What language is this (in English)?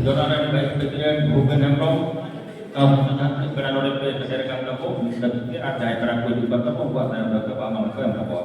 Santali